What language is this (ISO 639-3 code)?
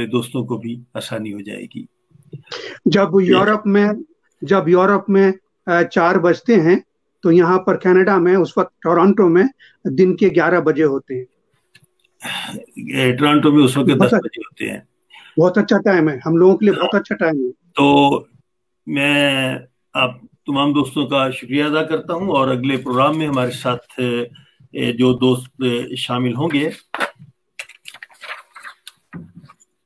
urd